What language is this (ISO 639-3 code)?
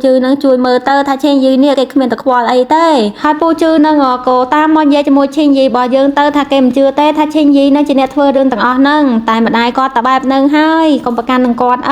khm